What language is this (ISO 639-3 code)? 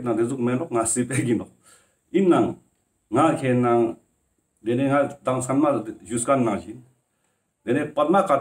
lbj